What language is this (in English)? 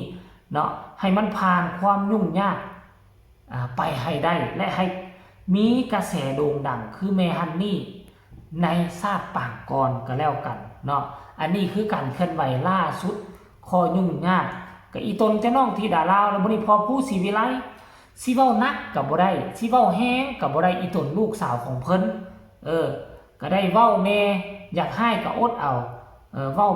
Northeastern Thai